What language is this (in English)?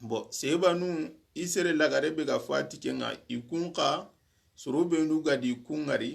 Soninke